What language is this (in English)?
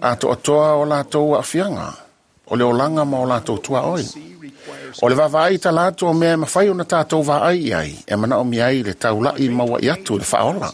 Samoan